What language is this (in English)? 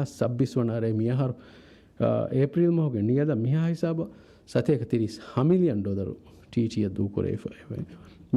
Divehi